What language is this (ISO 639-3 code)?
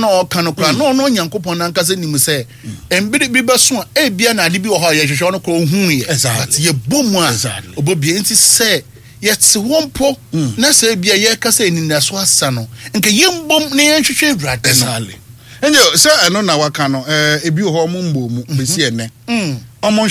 aka